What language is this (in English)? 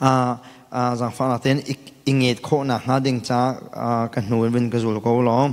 Hakha Chin